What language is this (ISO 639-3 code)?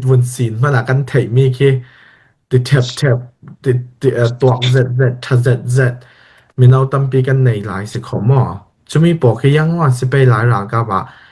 cfm